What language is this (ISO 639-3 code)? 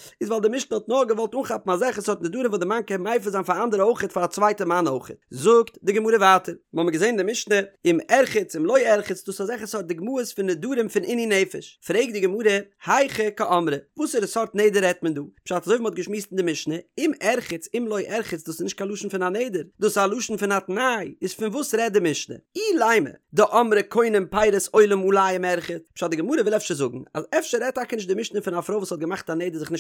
yid